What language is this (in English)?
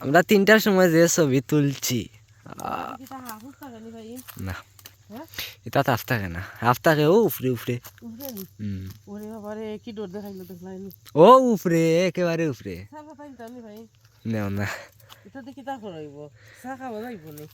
Sylheti